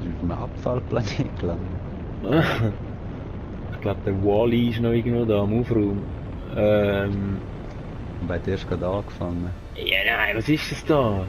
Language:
Swiss German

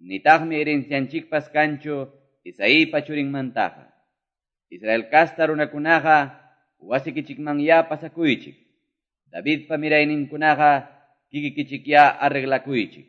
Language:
Quechua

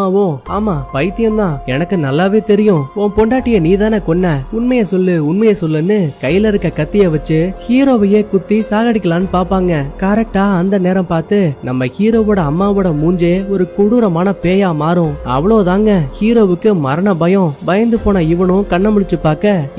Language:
Tamil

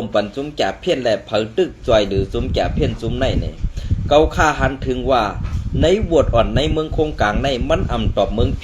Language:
Shan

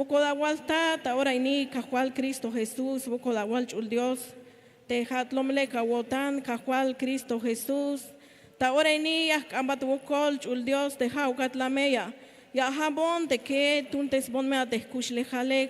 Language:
Tzeltal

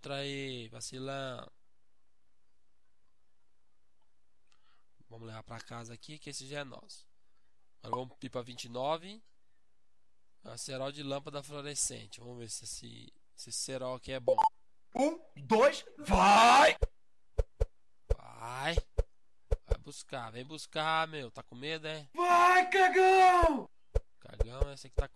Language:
Portuguese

